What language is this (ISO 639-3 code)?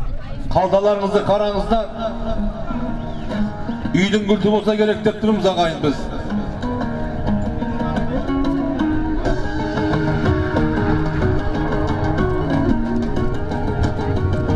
kaz